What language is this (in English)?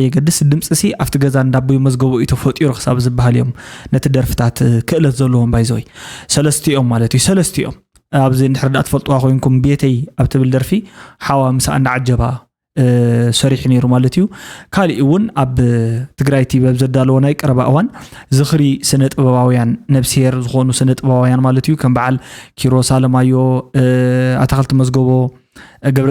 Tigrinya